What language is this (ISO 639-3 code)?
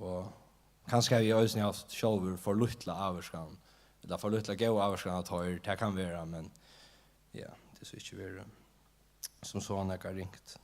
fao